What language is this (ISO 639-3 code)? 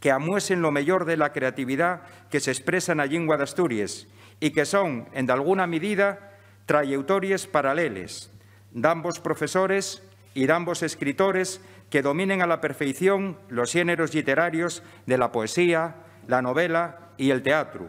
ast